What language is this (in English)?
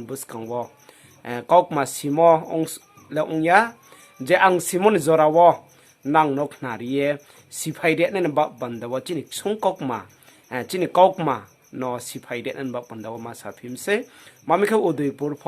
Riang (India)